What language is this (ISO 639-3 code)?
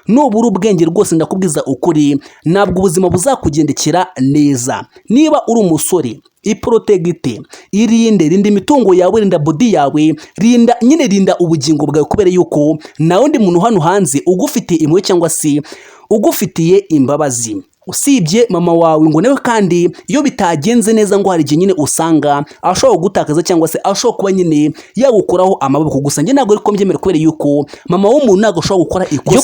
kin